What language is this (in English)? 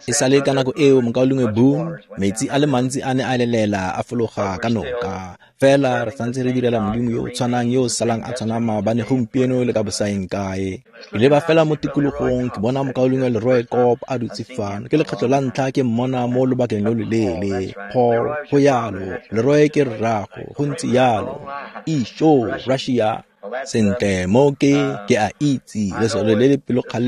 Tswana